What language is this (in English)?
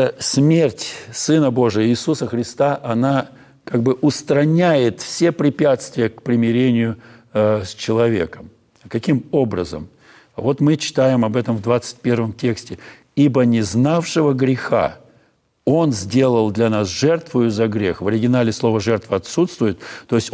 Russian